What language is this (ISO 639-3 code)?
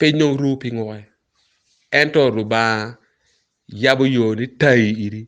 ach